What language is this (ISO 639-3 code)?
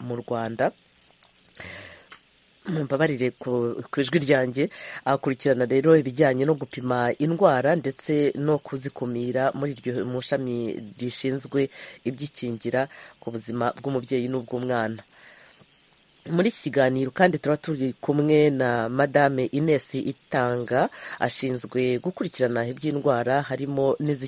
kin